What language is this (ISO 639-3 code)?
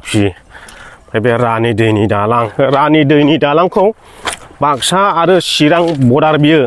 brx